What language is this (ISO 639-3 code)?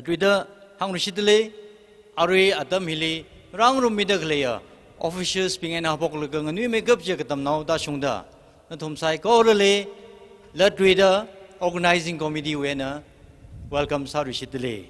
nmf